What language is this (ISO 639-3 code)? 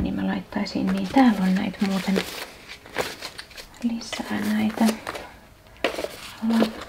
fin